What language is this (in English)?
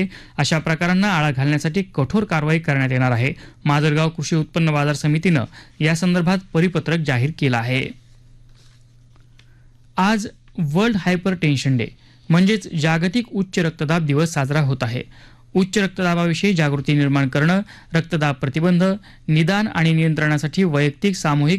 Marathi